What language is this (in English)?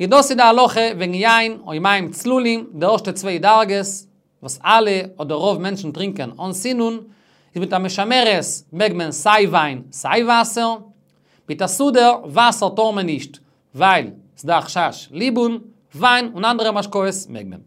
Yiddish